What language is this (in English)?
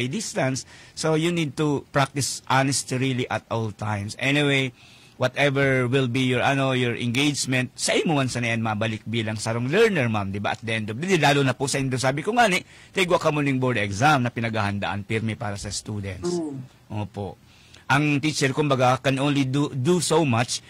Bikol